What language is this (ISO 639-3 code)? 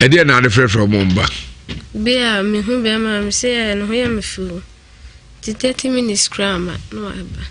aka